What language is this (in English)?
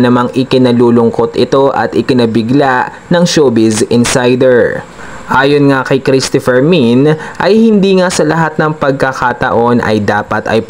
Filipino